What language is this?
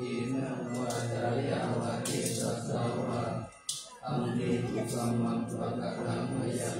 Pali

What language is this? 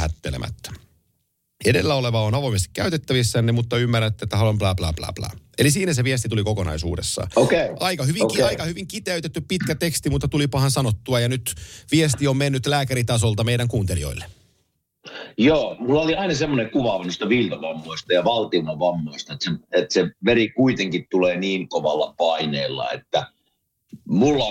Finnish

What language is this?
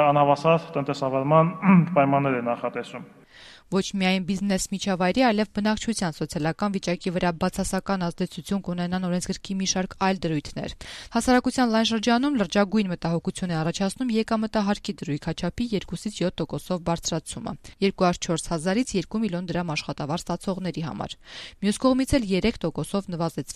Armenian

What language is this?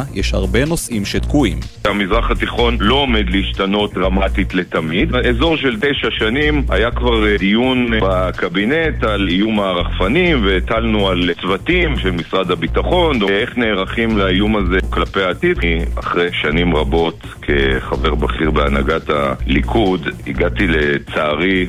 Hebrew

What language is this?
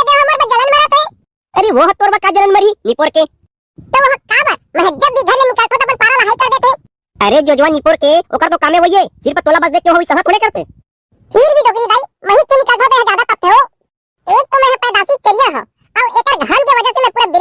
Chhattisgarhi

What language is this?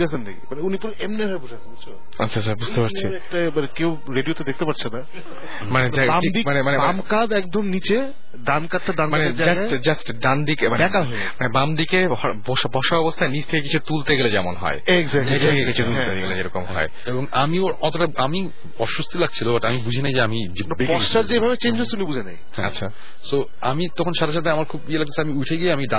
Bangla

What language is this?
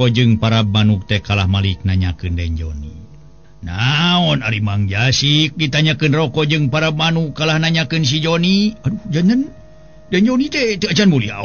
Sundanese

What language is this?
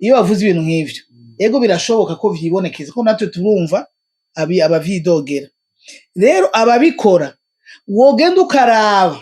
Rundi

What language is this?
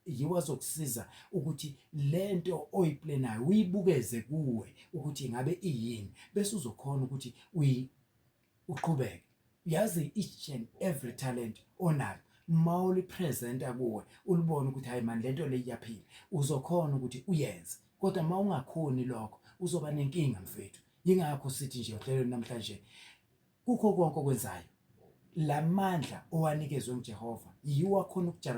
Zulu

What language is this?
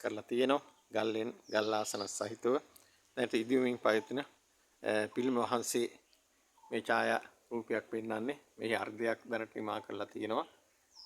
Sinhala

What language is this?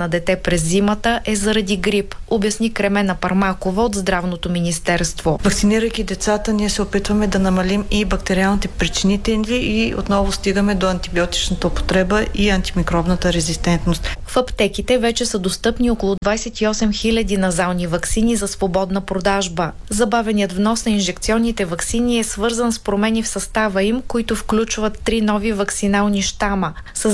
Bulgarian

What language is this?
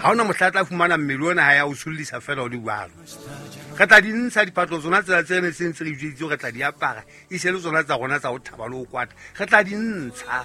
Southern Sotho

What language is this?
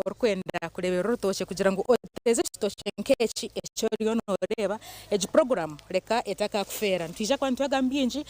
Nyankole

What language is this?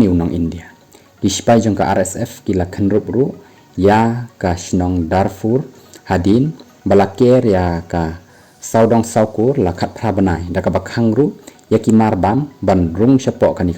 Khasi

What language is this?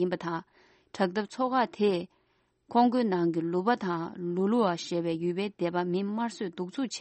Tibetan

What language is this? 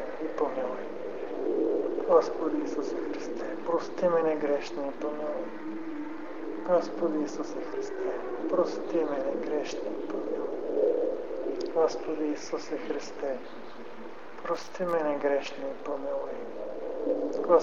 Bulgarian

